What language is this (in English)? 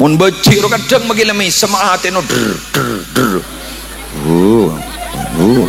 Madurese